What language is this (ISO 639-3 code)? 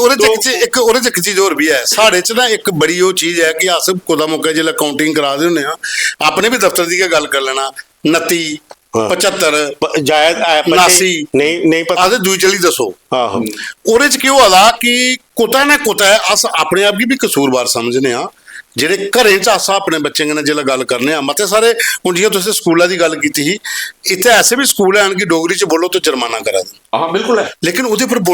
doi